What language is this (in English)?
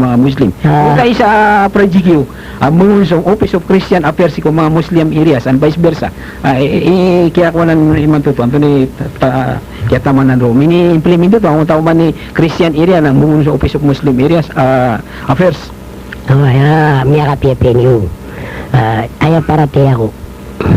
Maranao